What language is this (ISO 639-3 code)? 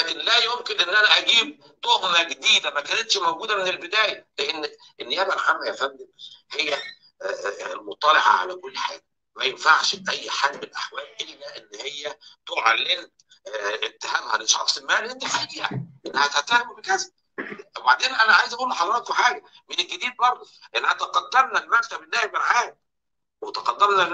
arz